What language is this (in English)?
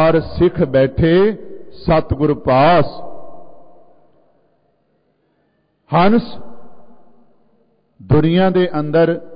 Punjabi